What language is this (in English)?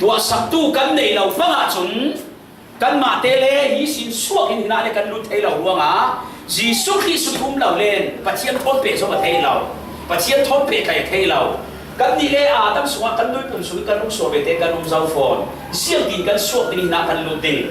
Falam Chin